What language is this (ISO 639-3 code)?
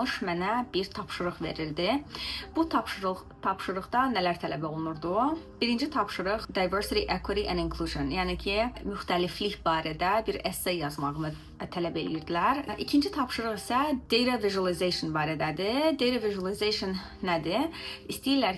aze